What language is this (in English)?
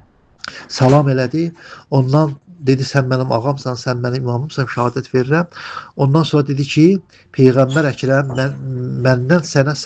Azerbaijani